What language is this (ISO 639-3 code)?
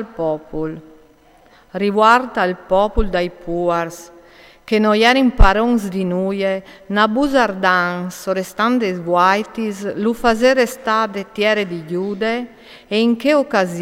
fur